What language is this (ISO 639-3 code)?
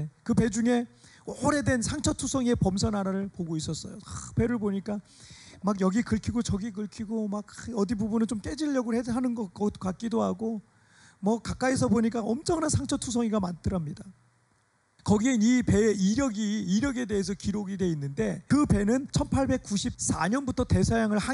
kor